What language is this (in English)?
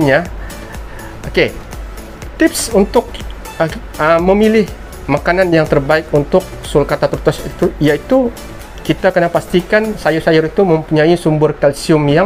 Malay